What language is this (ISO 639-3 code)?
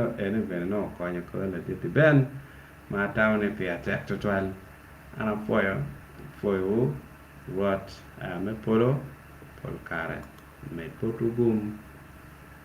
ach